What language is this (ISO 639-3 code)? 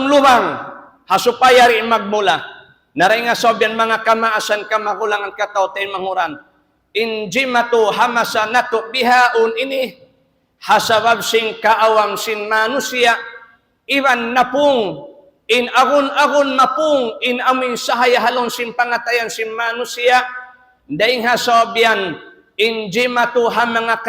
tsg